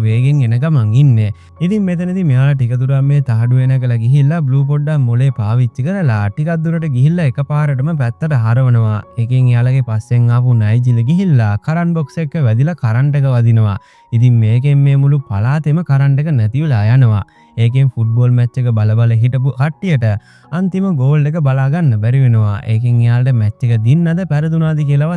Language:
Sinhala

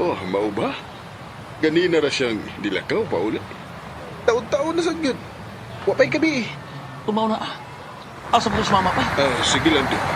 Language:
Cebuano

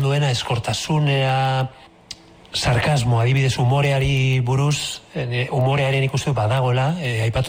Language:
Basque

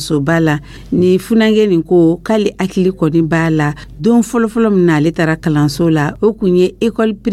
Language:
Dyula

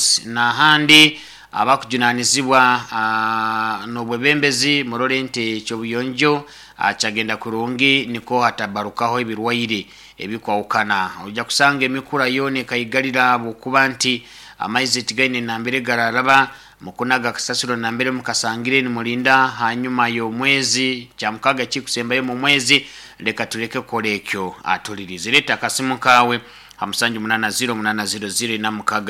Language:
Nyoro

